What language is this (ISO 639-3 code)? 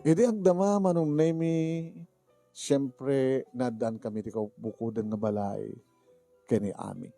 ilo